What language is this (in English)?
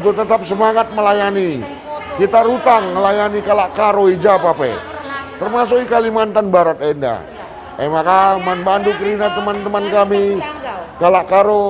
Batak Karo